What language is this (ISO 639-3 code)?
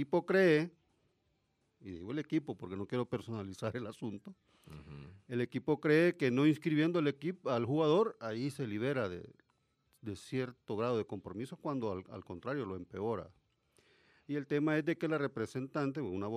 spa